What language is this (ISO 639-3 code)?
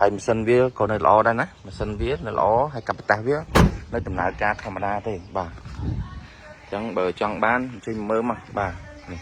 khm